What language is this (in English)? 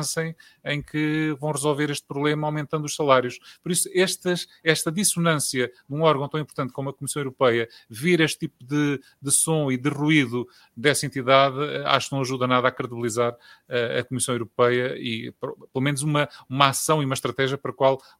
Portuguese